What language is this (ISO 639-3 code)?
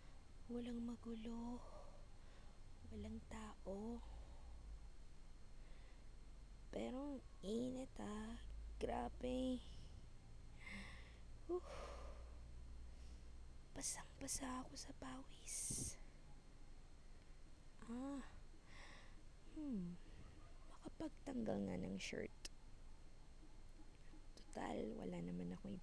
fil